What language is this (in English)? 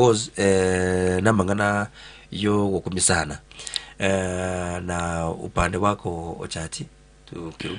Gusii